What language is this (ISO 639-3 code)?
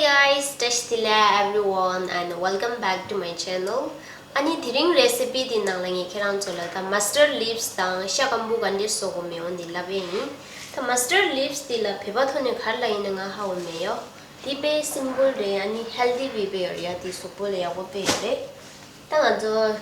bod